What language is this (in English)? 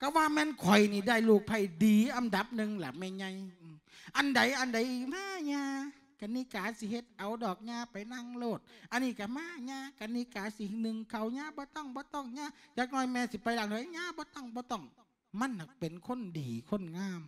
Lao